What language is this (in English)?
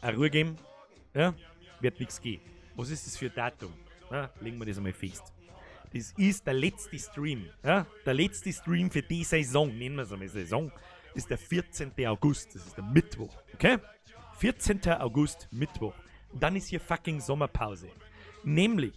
Bavarian